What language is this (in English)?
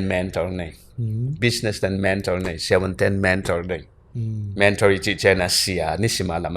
Tedim Chin